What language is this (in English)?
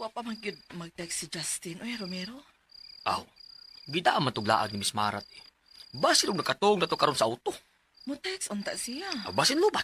Cebuano